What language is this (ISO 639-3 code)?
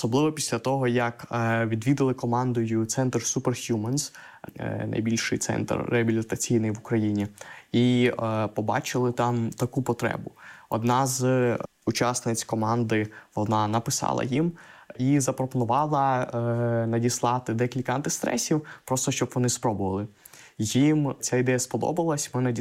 ukr